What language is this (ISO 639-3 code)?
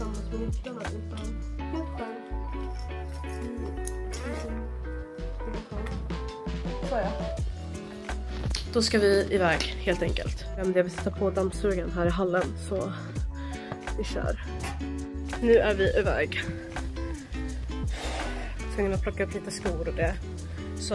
swe